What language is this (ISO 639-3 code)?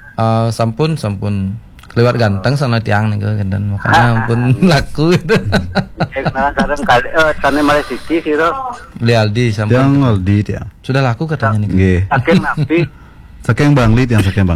ban